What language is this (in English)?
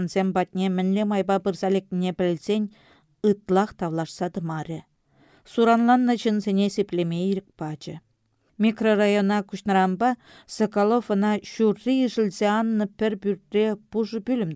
Chuvash